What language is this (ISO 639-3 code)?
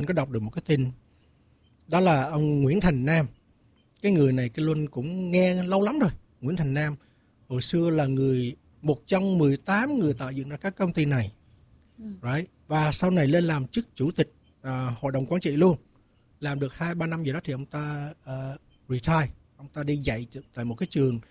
vie